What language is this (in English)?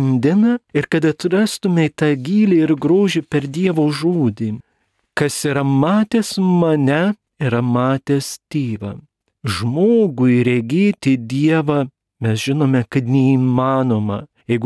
Lithuanian